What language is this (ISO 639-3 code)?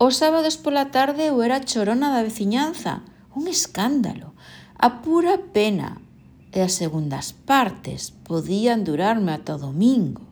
glg